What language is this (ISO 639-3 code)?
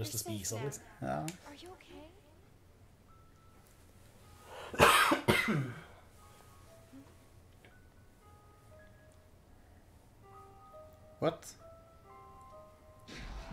nor